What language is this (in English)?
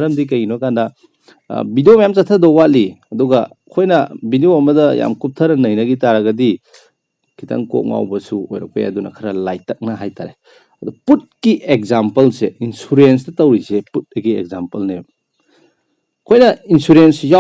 Manipuri